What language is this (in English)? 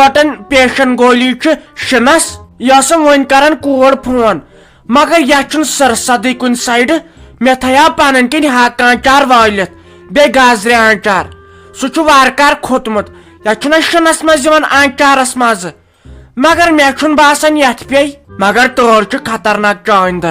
Kashmiri